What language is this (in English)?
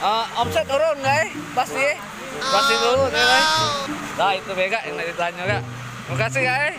Musi